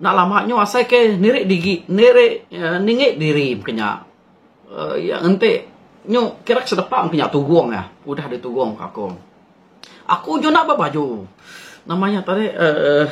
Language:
Iban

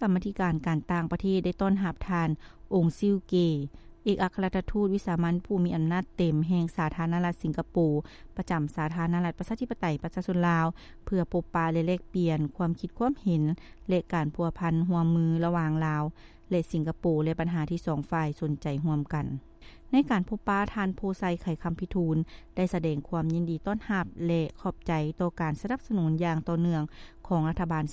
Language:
Lao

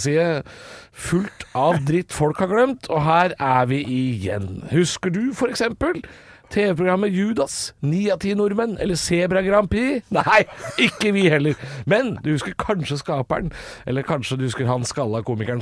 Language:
Norwegian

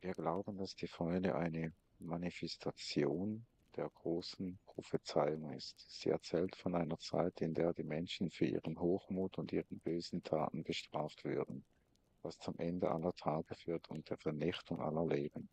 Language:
Swiss German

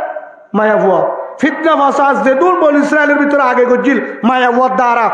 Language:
Rohingya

